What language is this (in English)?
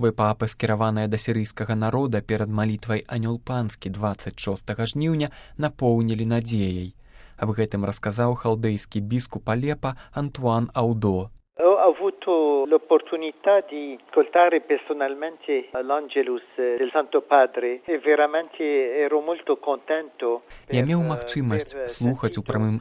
Belarusian